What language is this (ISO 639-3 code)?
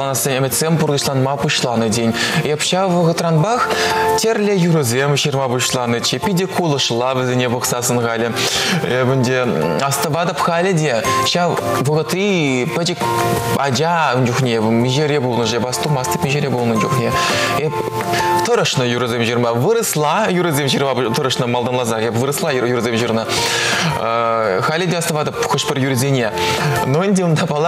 chv